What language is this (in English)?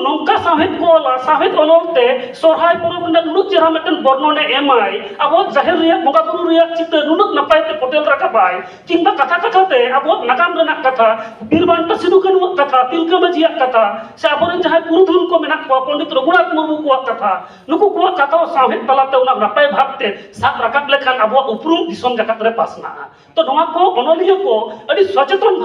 Santali